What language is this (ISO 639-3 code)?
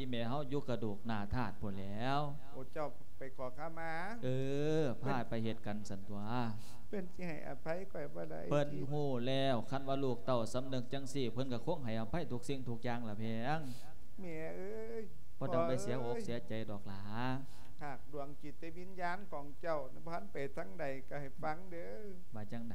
lao